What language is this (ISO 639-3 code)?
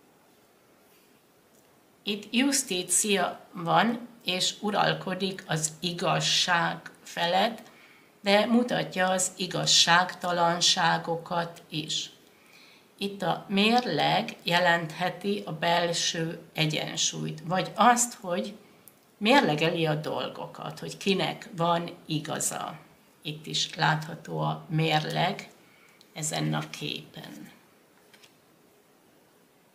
hun